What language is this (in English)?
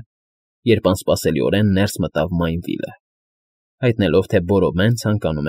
Armenian